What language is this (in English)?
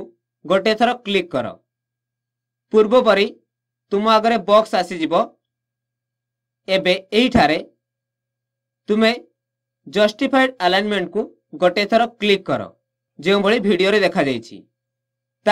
Odia